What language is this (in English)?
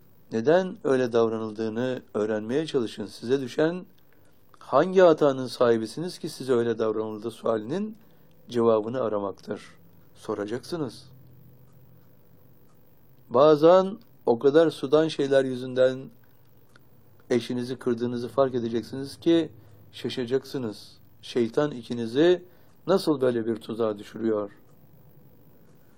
Turkish